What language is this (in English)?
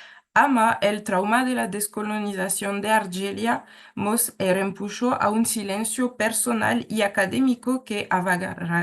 Ladino